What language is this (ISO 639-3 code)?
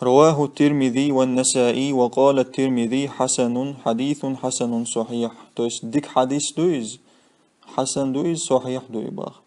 che